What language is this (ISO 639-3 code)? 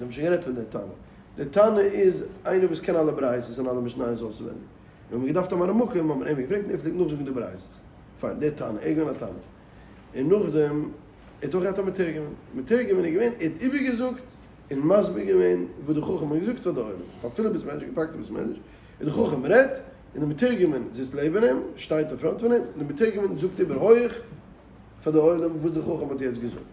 yid